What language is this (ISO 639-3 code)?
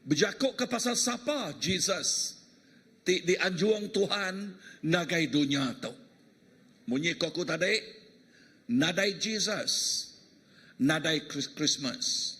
iba